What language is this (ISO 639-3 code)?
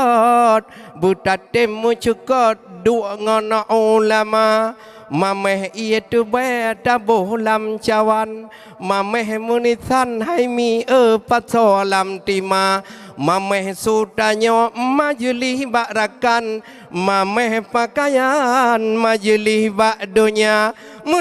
ace